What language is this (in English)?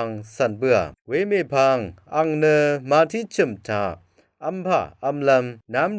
Rawang